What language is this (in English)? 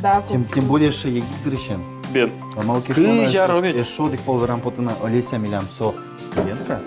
Udmurt